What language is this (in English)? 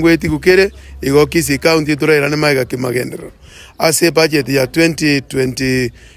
Gusii